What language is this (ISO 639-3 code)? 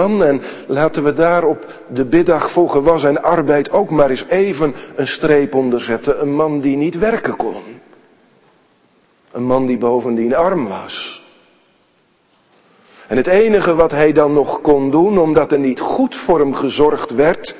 nld